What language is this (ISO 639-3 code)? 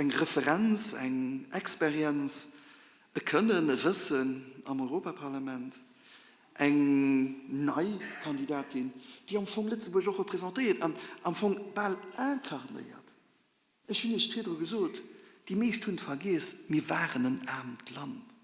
ltz